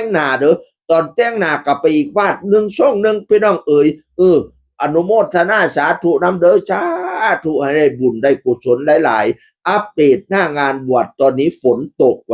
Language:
Northeastern Thai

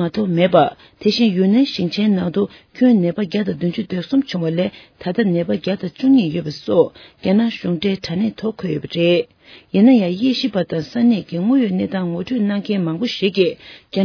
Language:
Tibetan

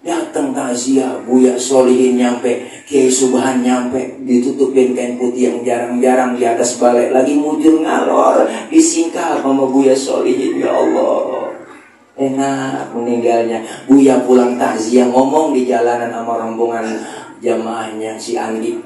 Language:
Betawi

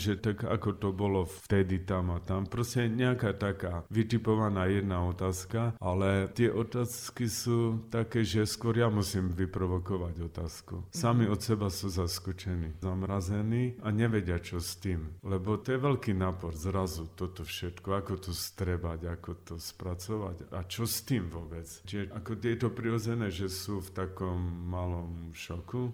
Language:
Slovak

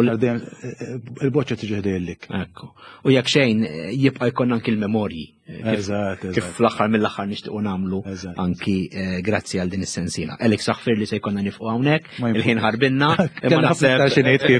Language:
Maltese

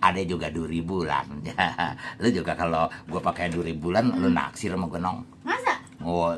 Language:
Betawi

